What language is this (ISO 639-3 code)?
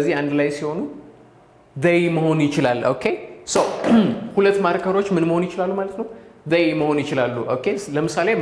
amh